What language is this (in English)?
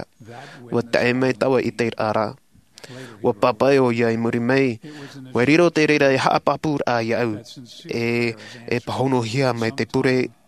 Tahitian